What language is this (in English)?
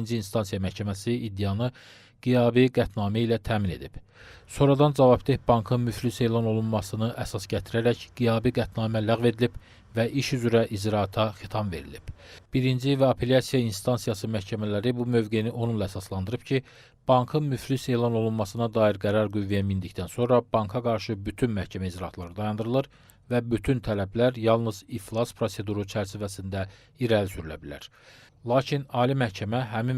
Azerbaijani